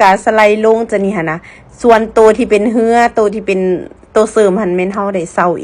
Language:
Lao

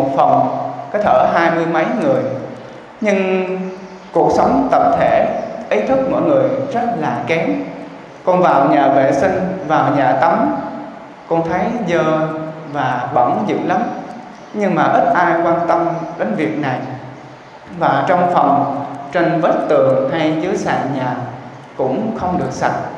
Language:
Vietnamese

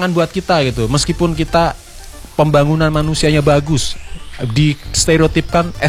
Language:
Indonesian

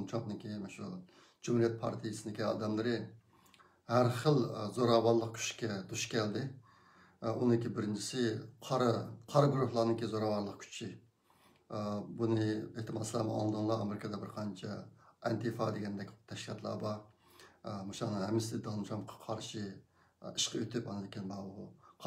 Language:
Uyghur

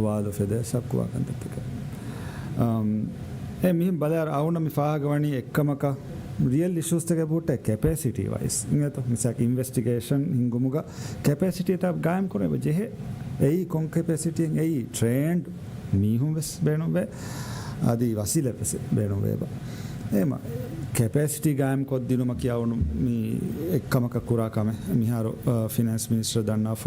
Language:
Divehi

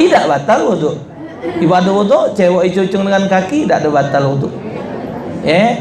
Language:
Musi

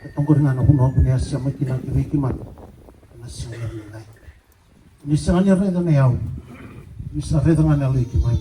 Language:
Fijian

